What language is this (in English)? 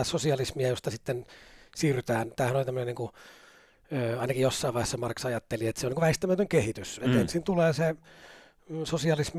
Finnish